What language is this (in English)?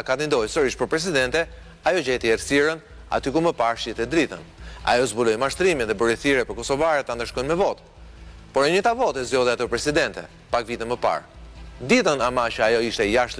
Albanian